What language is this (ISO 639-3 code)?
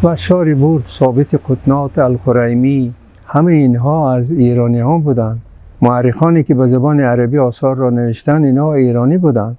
tgk